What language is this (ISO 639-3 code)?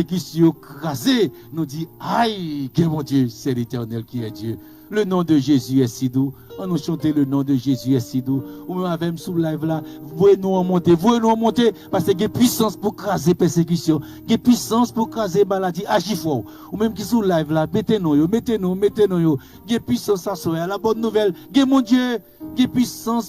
hat